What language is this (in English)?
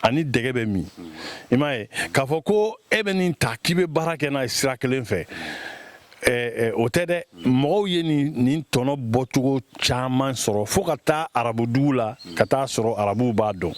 Bambara